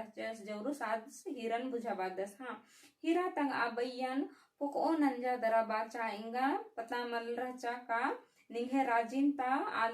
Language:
Kurukh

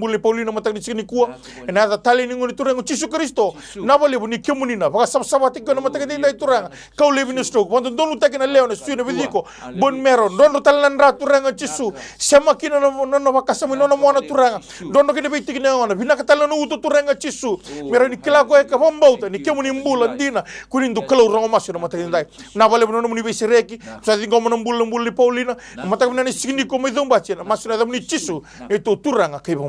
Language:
Fijian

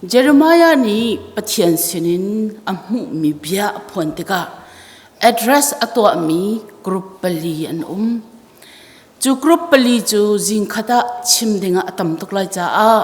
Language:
Hakha Chin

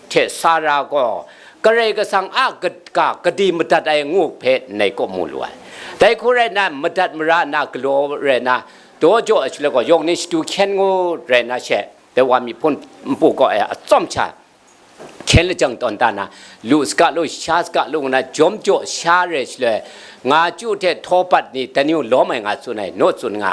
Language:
Kachin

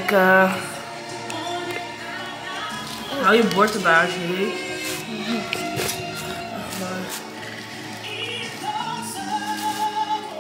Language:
Dutch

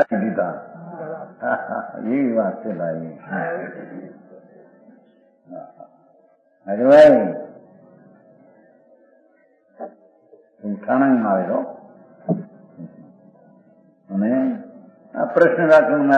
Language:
Gujarati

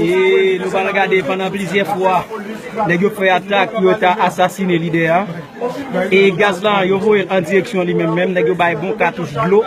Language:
Haitian Creole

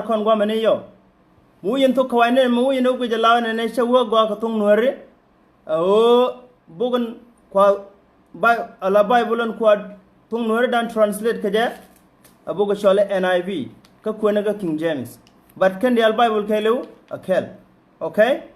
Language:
Nuer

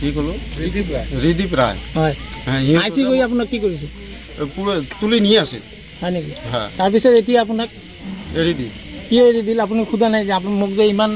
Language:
Assamese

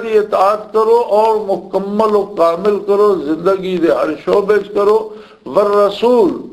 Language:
Western Panjabi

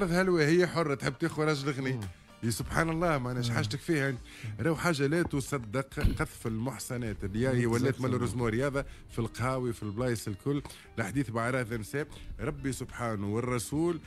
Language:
Tunisian Arabic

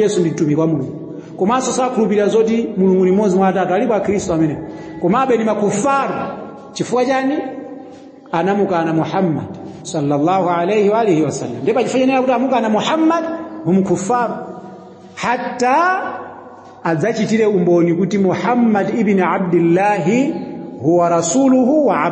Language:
Nyanja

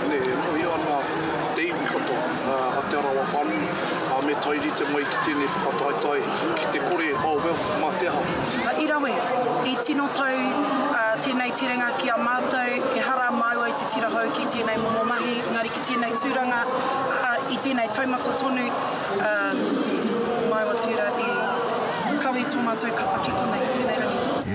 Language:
Māori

